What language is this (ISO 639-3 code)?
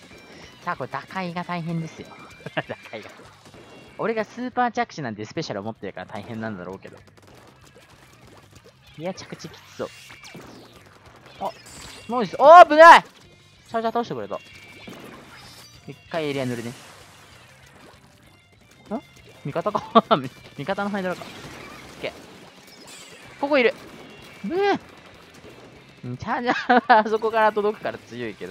jpn